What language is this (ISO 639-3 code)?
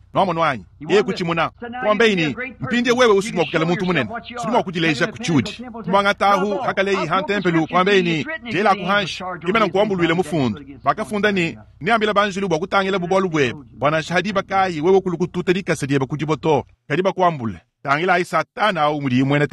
lua